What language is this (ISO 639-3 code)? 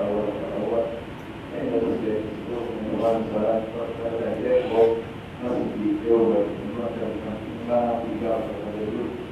fuf